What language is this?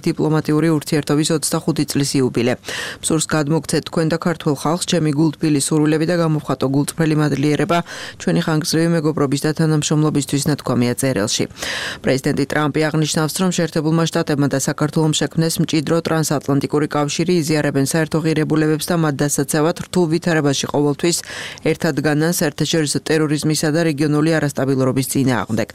Georgian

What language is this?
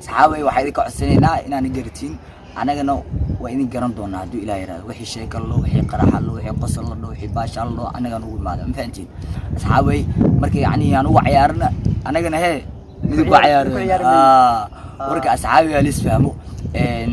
Somali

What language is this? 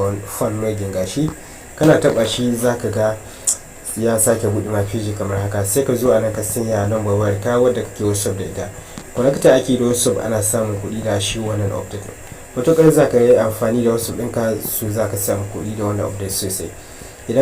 Hausa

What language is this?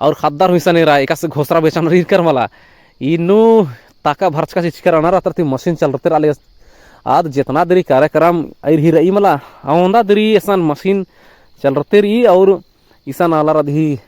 Kurukh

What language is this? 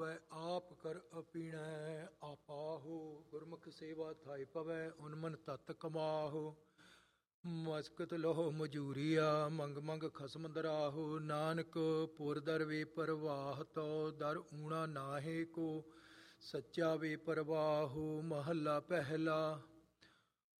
Punjabi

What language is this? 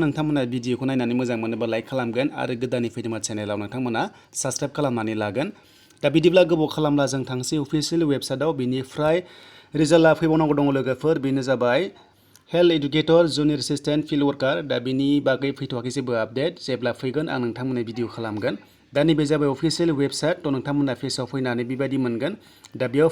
Bodo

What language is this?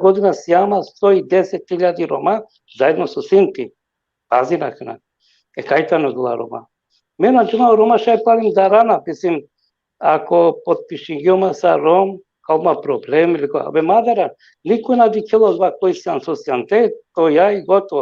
Balkan Romani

